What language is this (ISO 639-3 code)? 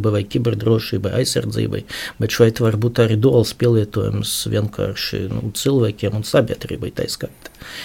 lav